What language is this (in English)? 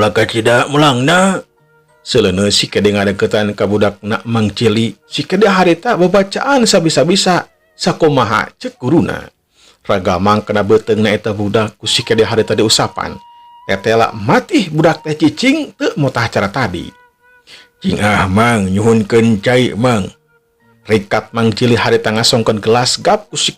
Sundanese